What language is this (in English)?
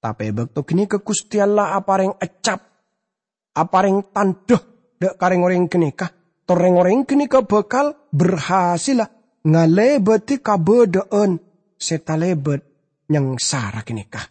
Madurese